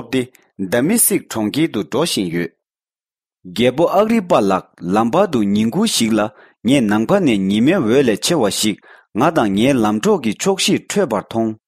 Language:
Tibetan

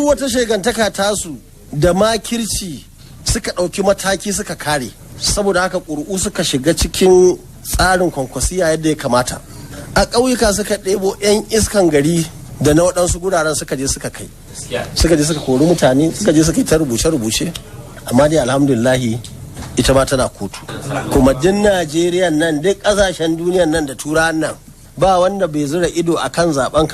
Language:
Hausa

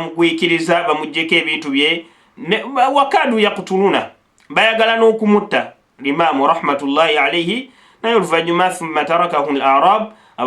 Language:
Ganda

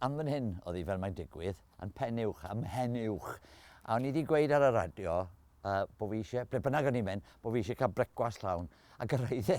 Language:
Welsh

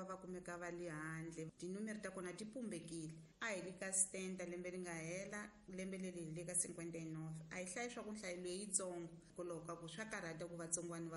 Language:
Tsonga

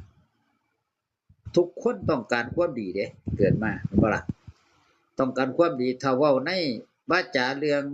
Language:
Northeastern Thai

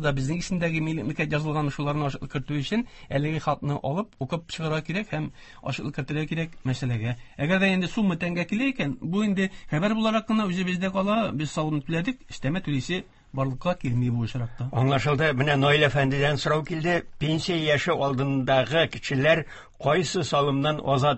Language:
Tatar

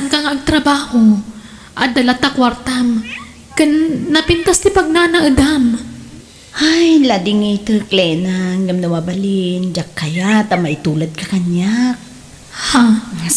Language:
Iloko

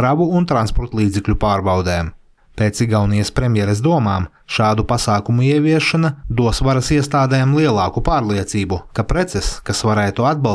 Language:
Latvian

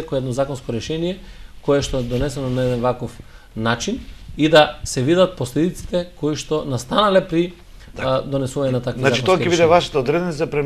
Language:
Macedonian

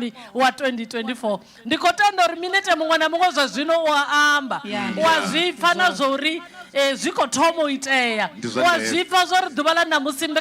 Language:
Venda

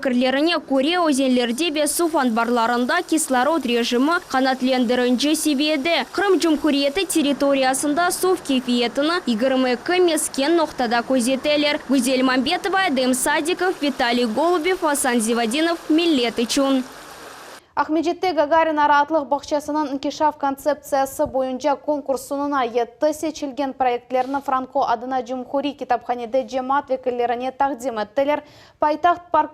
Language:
Crimean Tatar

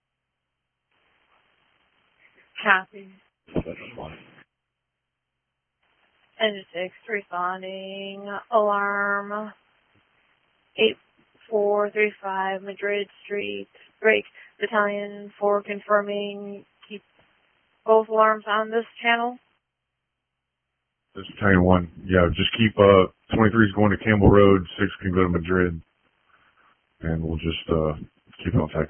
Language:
English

